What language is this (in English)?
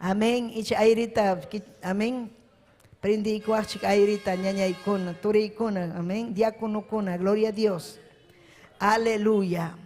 Ayacucho Quechua